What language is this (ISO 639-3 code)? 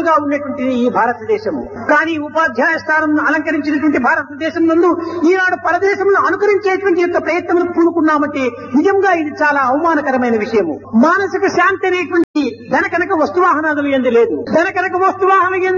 tel